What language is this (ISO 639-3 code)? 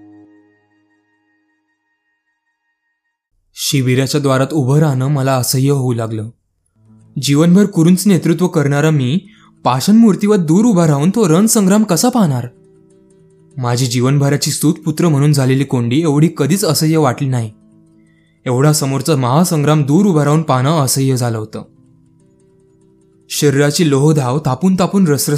mar